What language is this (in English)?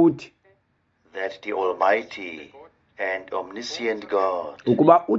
Xhosa